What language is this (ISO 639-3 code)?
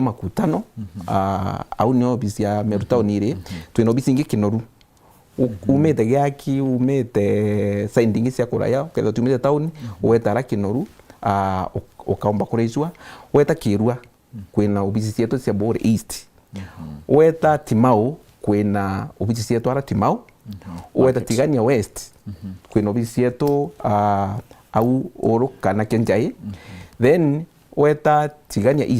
mer